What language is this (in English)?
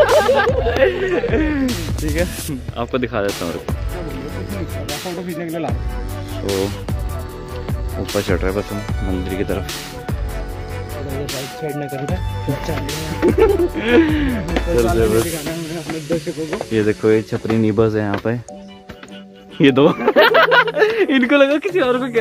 Hindi